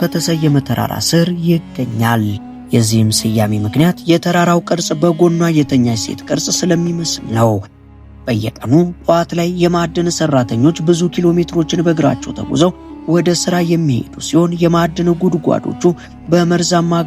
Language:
Amharic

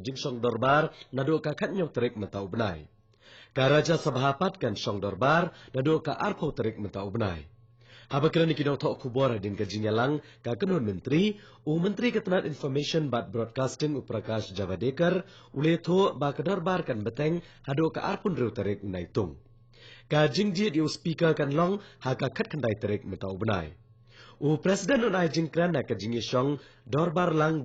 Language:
Khasi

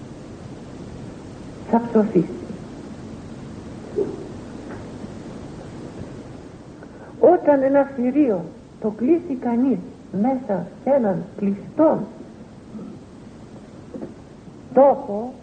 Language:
Greek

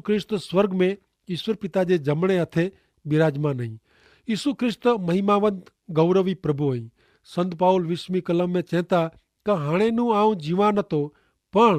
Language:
Kachhi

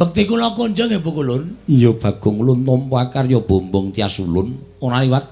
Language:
Javanese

